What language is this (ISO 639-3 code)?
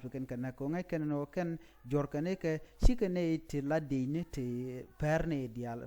nus